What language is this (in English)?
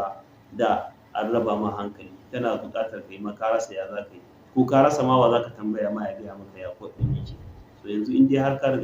Hausa